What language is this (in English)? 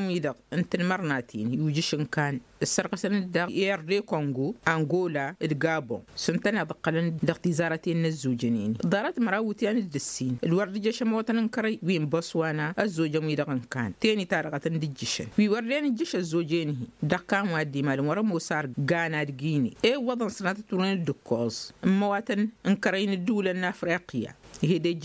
Tamasheq